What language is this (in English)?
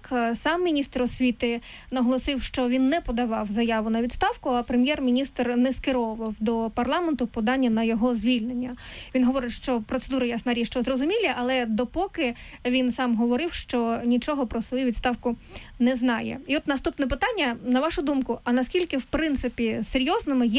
Ukrainian